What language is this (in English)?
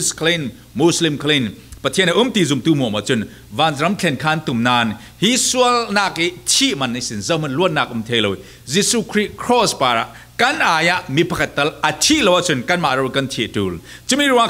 Falam Chin